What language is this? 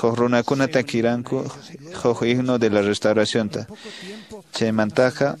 Quechua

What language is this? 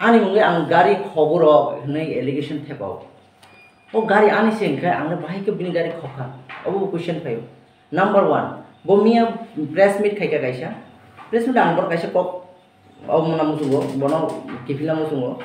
Kok Borok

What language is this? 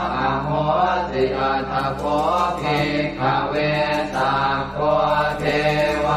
Pali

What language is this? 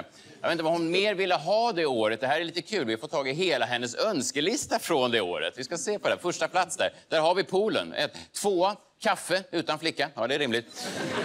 Swedish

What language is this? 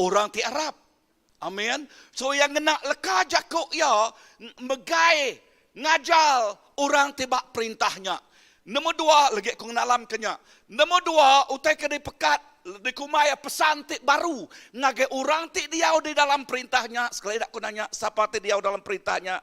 Iban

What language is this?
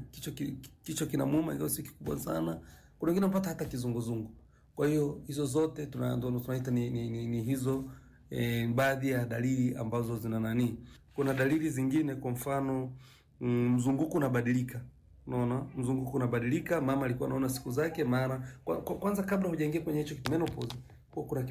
Swahili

